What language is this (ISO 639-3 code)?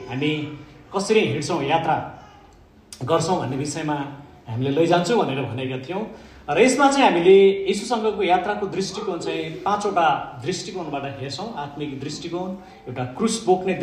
nep